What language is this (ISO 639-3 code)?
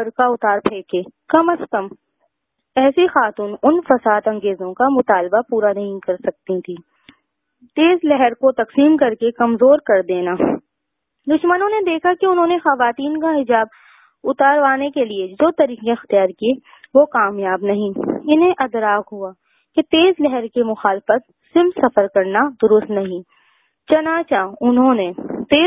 urd